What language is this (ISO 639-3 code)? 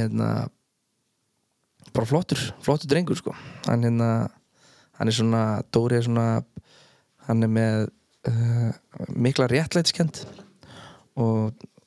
isl